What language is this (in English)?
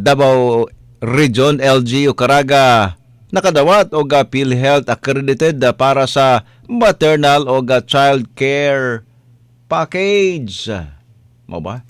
Cebuano